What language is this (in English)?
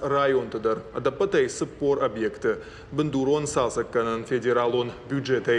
Ossetic